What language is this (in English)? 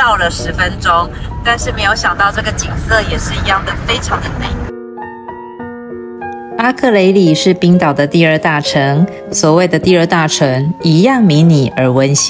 Chinese